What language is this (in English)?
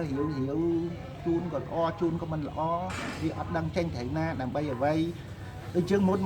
Khmer